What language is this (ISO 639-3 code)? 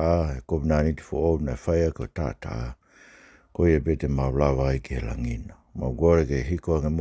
ton